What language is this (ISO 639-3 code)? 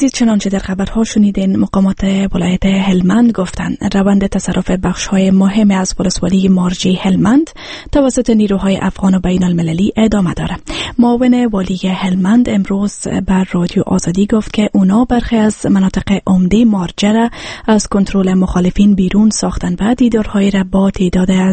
fas